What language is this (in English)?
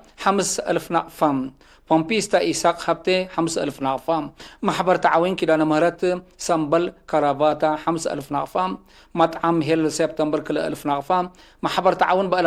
Tigre